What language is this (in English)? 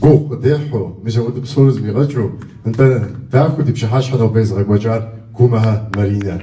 Kabardian